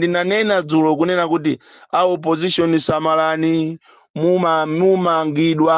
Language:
Nyanja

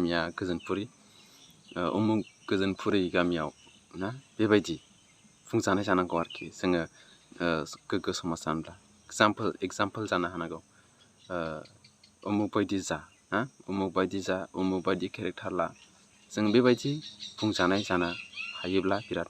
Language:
Bodo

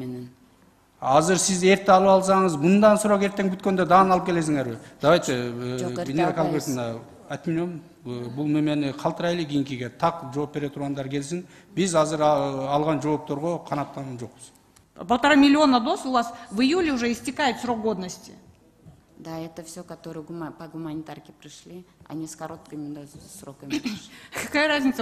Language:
Kyrgyz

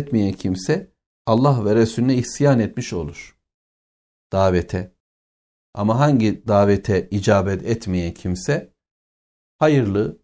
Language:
Turkish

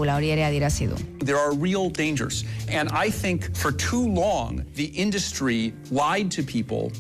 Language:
Basque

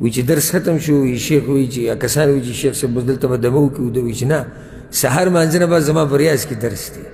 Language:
Pashto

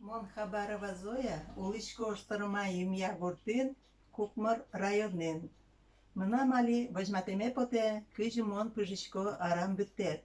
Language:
Udmurt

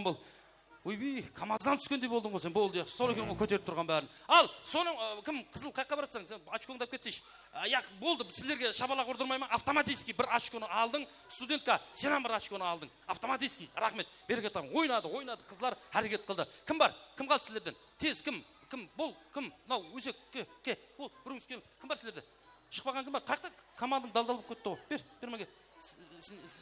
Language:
Kara-Kalpak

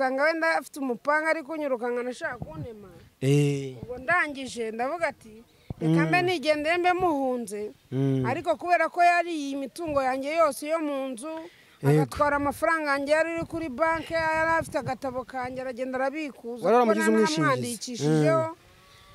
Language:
Kinyarwanda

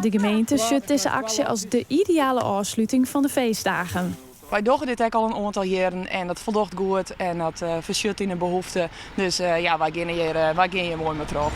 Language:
Western Frisian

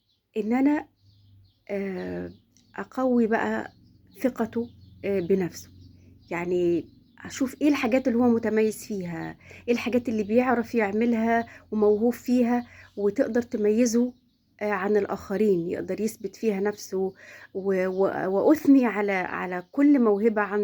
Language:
Egyptian Arabic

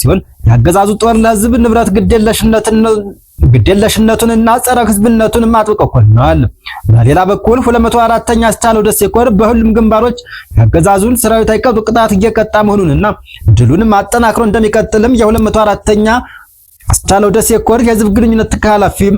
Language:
Amharic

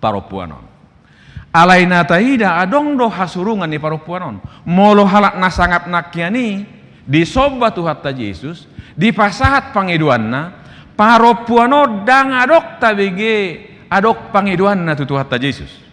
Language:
Batak Toba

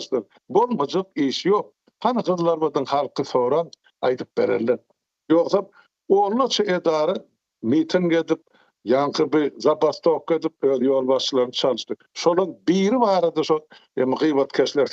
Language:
Turkmen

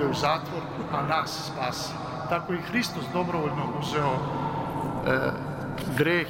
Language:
Serbian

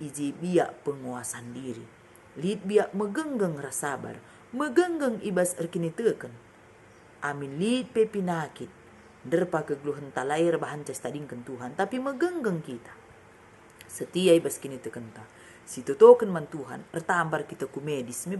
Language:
Batak Karo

